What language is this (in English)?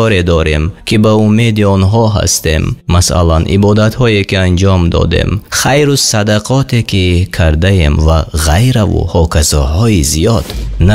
Tajik